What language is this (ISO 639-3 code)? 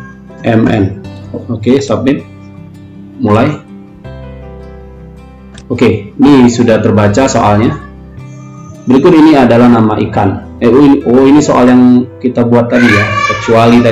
ind